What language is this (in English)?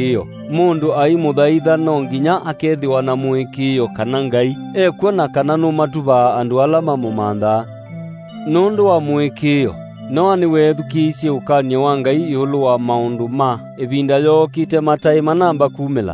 Kamba